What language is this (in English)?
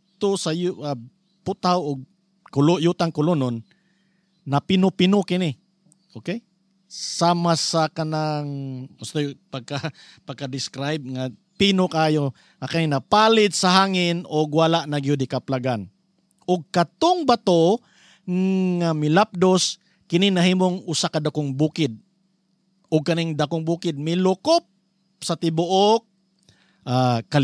Cebuano